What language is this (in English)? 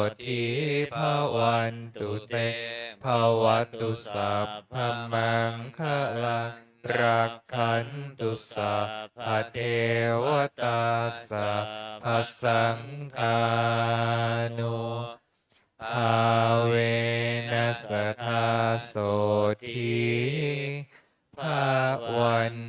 Pali